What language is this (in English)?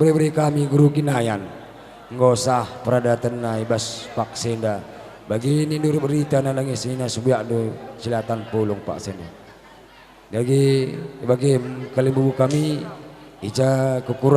Batak Karo